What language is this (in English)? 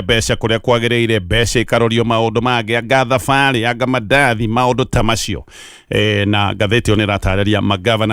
Kikuyu